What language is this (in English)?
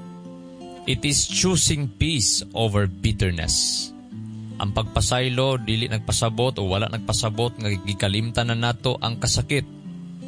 Cebuano